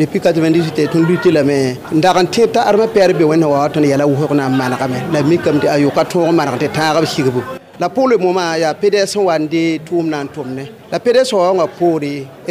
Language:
Mossi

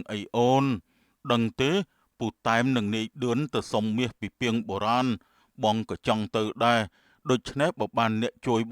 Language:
Khmer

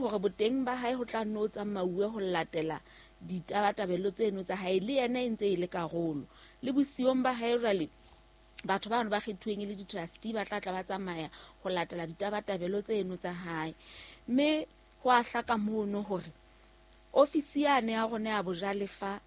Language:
Southern Sotho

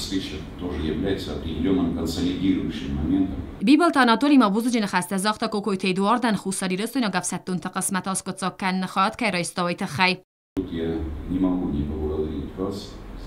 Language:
Ossetic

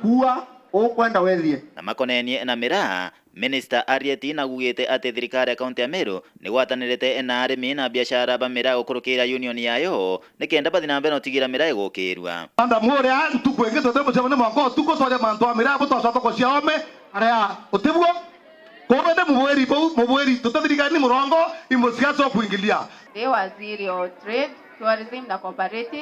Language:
Meru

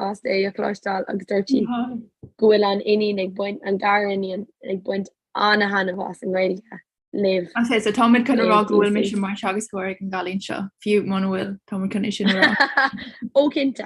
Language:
Irish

